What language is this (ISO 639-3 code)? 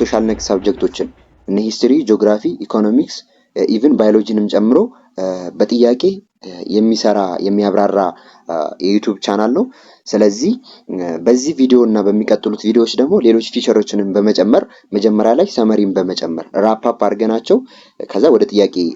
amh